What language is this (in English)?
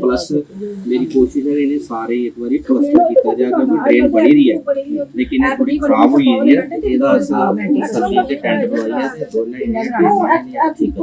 Dogri